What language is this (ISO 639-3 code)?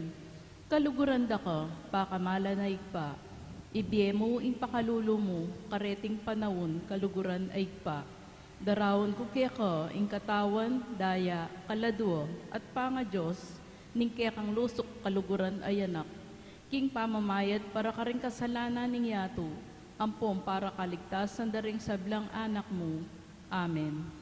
pam